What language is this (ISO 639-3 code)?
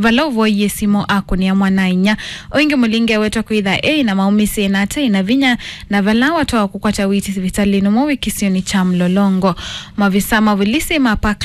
kam